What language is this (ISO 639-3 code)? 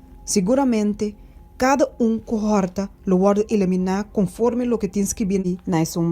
pap